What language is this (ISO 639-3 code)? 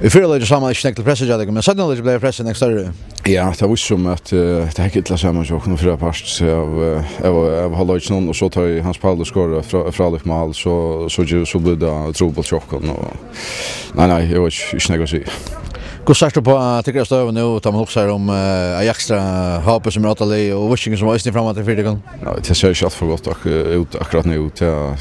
fao